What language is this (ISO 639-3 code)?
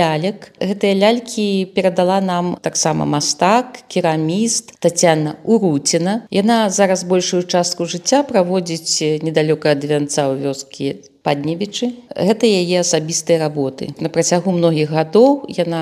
bel